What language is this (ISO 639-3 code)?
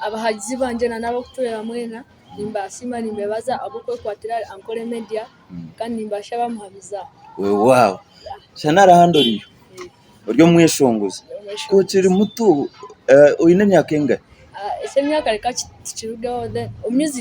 nyn